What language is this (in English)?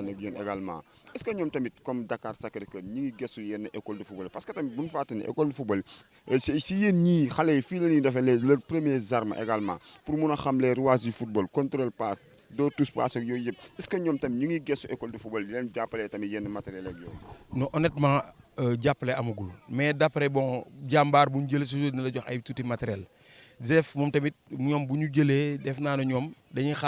Wolof